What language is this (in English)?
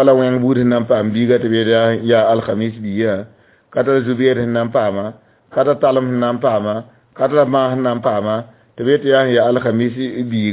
Mossi